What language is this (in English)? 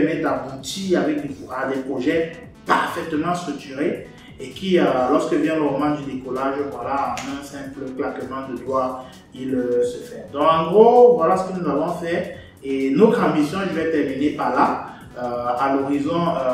French